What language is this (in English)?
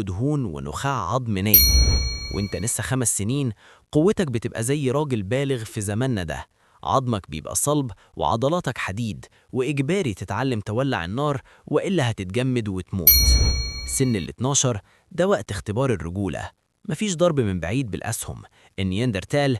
Egyptian Arabic